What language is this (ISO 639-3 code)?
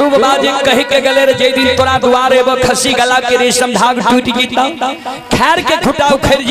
mai